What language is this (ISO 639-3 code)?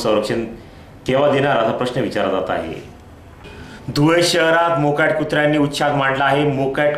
mar